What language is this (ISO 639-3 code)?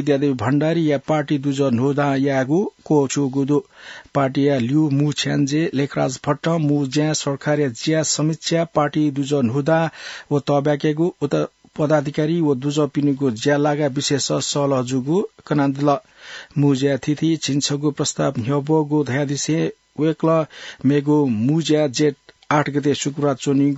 new